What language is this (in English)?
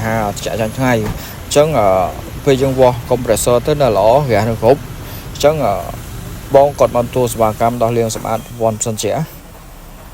Khmer